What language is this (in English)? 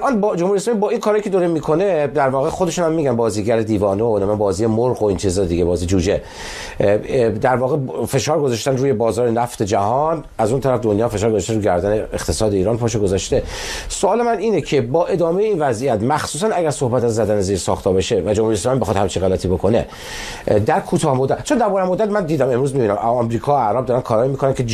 Persian